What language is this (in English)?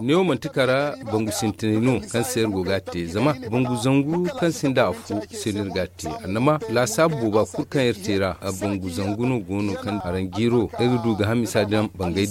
Zarma